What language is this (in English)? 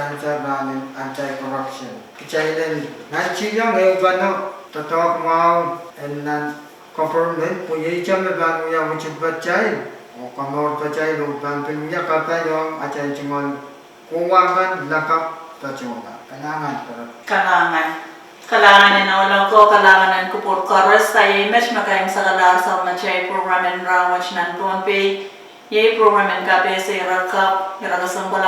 Pohnpeian